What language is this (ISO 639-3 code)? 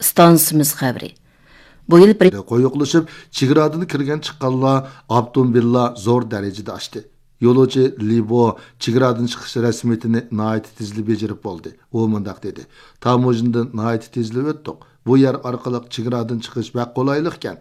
uig